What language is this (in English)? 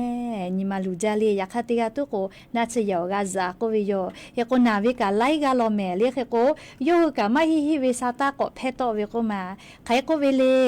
Lahu